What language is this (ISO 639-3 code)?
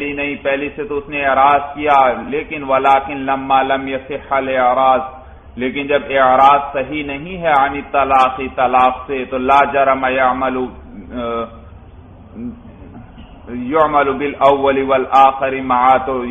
urd